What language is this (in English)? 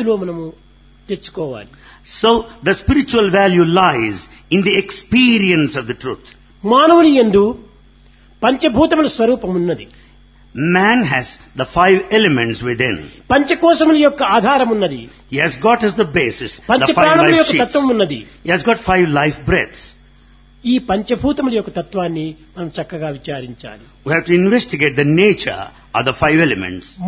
Telugu